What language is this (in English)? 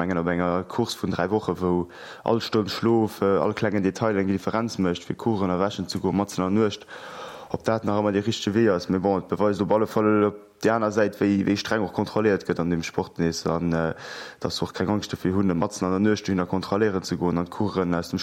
Luxembourgish